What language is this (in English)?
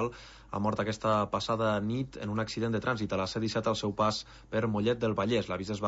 Catalan